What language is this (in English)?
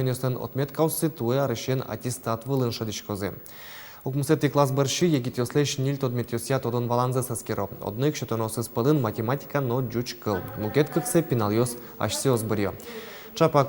Udmurt